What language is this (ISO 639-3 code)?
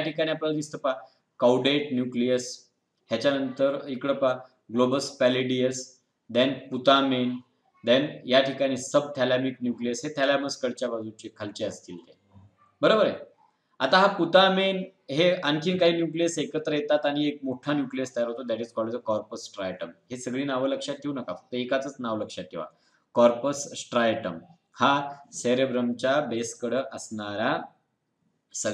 mar